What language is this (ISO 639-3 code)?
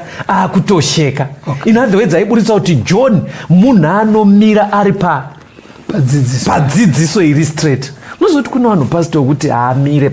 sna